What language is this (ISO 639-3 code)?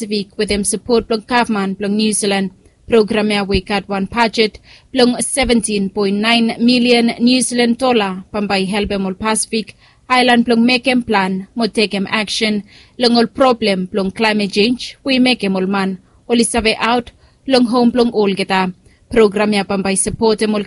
bis